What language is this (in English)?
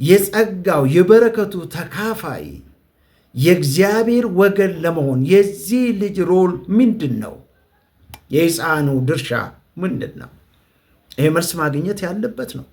Amharic